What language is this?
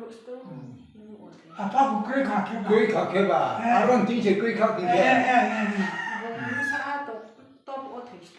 Riang (India)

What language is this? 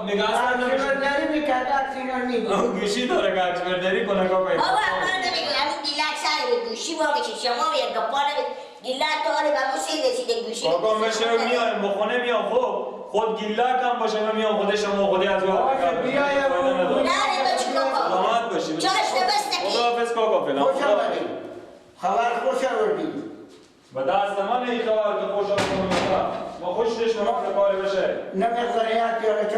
Persian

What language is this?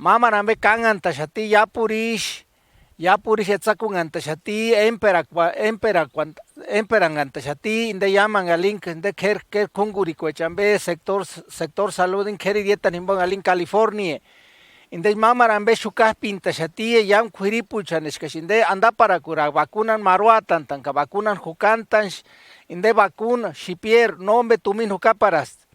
Purepecha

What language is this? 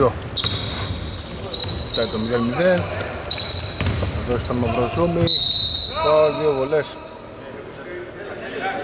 Greek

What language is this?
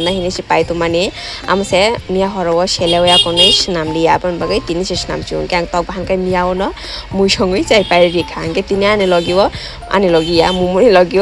Kok Borok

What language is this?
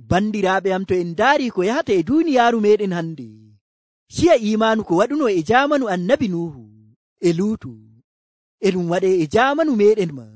Nigerian Fulfulde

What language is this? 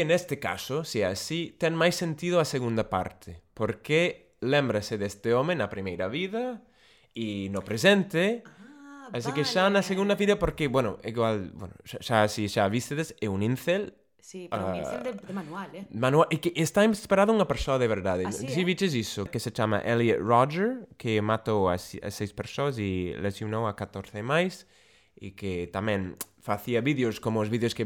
Galician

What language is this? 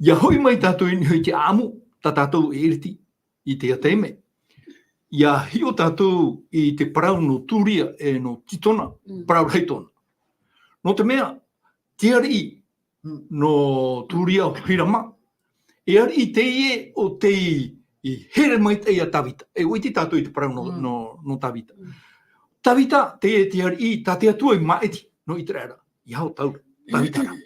Tahitian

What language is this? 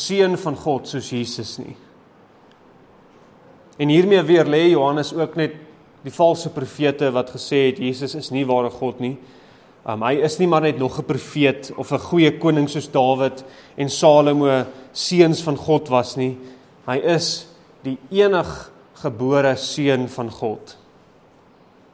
Afrikaans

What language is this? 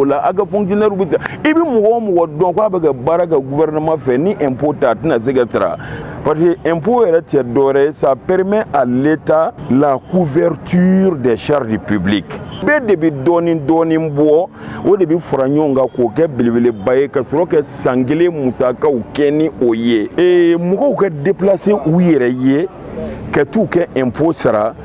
Bambara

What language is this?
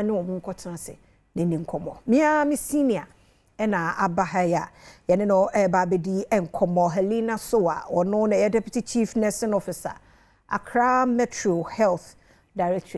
Akan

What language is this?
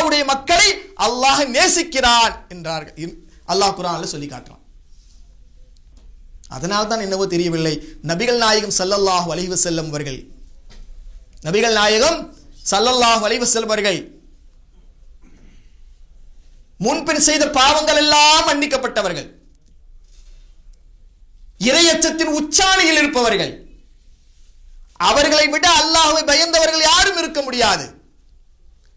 Tamil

